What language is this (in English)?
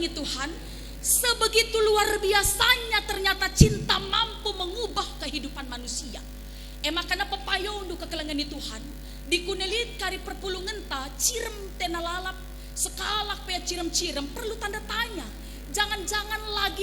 Batak Karo